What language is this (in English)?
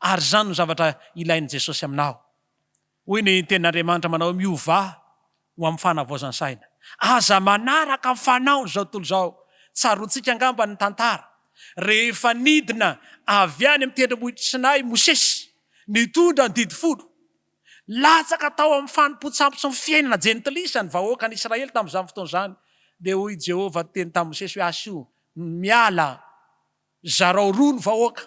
Malagasy